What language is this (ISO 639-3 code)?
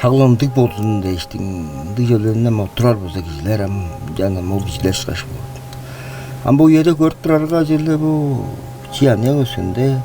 tyv